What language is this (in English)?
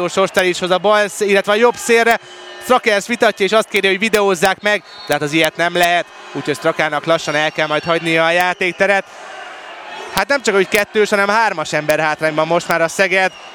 Hungarian